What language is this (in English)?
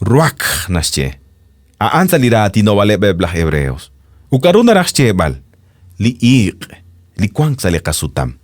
Kekchí